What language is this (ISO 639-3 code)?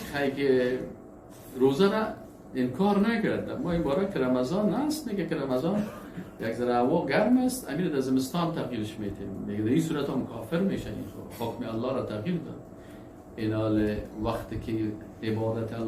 fas